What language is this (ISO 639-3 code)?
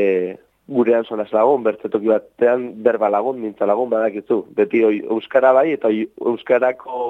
eus